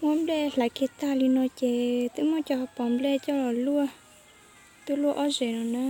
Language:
Hmong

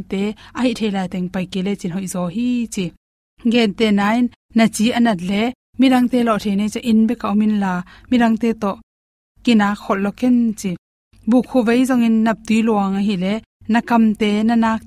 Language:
Tedim Chin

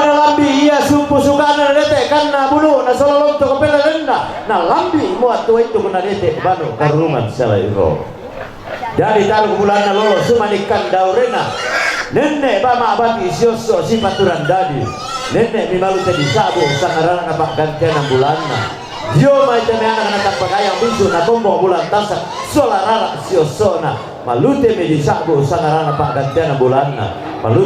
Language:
Toraja-Sa'dan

